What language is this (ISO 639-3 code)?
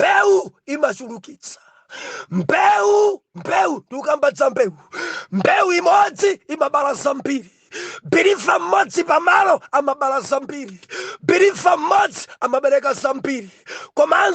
nya